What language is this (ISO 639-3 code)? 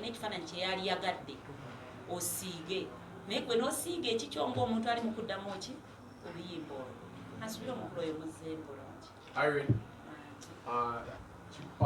lug